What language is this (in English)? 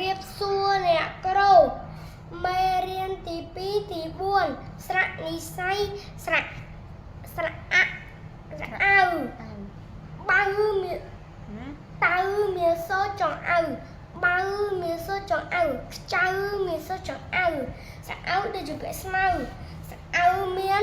Khmer